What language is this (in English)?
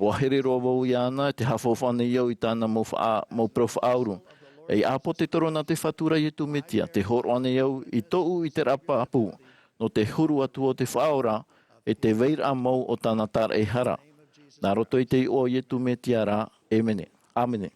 Tahitian